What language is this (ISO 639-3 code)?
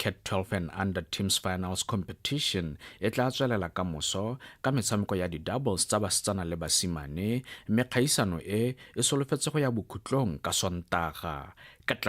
tsn